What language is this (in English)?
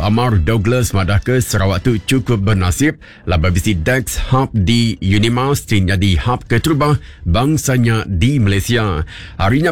Iban